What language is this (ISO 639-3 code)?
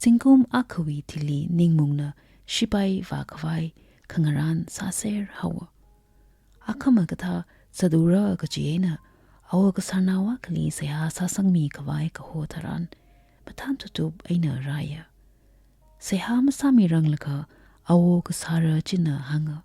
nmf